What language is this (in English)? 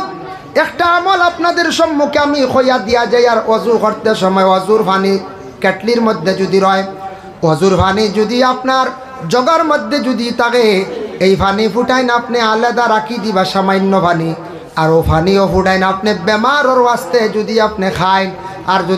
Sylheti